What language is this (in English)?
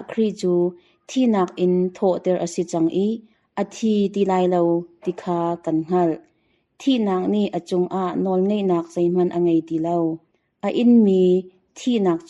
Hakha Chin